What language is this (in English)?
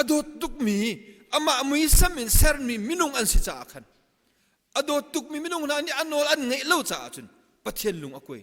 Hakha Chin